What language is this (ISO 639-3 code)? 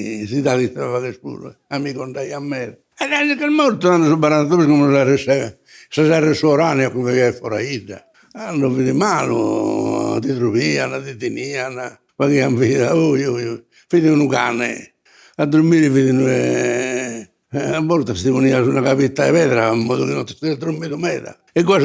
srd